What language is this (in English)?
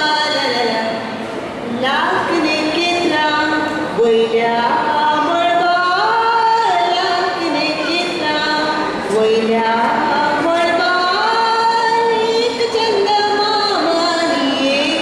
Konkani